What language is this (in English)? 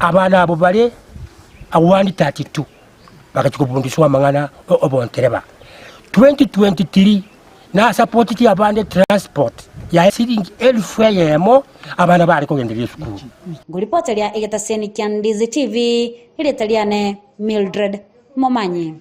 Gusii